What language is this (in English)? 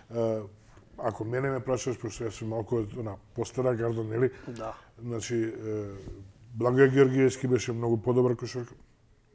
Macedonian